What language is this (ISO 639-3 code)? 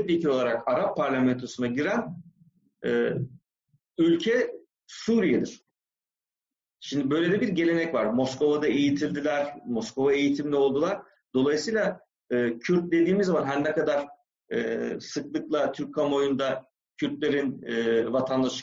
tur